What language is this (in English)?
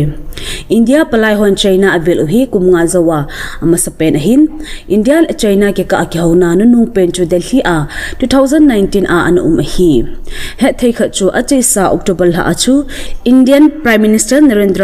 Thado Chin